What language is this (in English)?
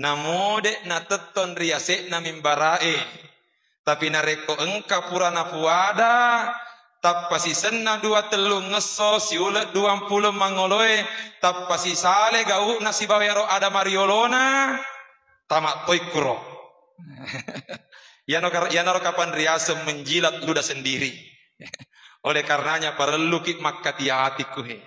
Buginese